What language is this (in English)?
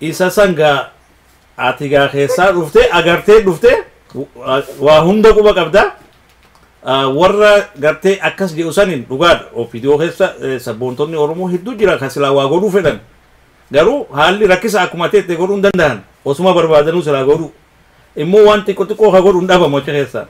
Oromo